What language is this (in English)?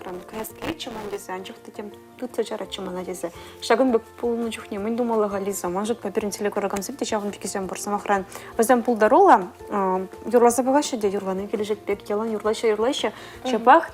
Chuvash